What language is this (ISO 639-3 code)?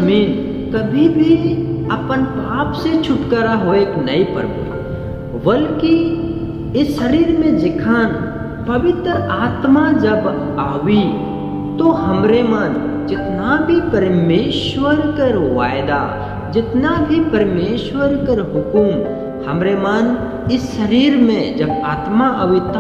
sck